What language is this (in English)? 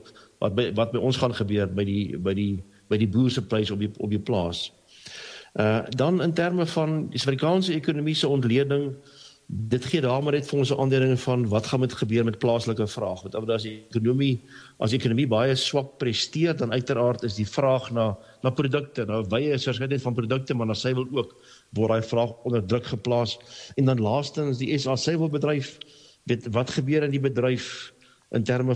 Afrikaans